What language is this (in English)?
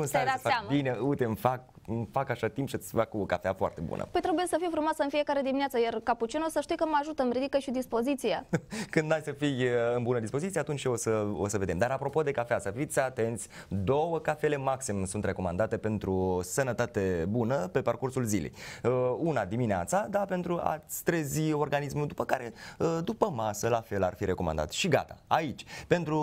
Romanian